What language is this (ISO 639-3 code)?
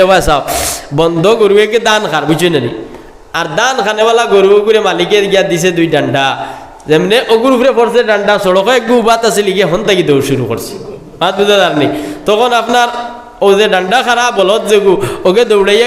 syl